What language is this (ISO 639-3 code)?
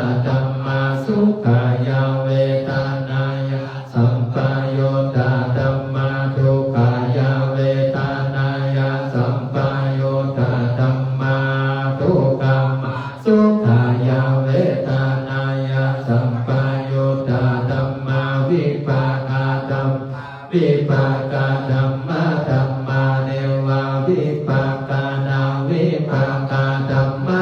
pli